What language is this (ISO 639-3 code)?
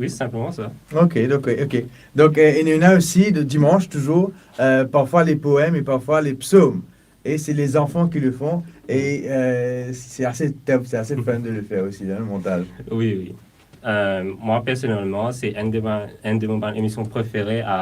mfe